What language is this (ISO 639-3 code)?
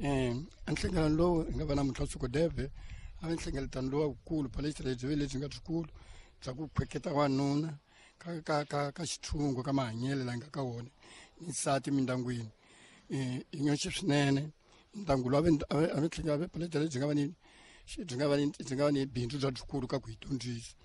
tso